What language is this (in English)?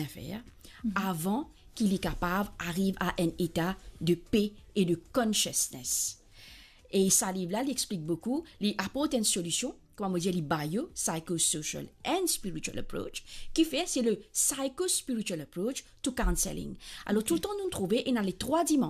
Morisyen